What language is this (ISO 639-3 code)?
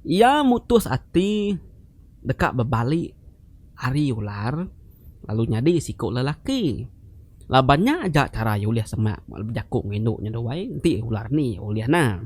iba